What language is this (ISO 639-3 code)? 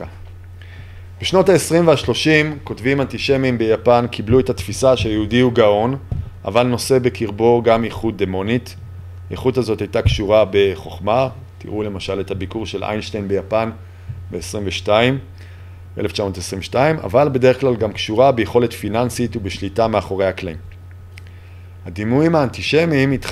heb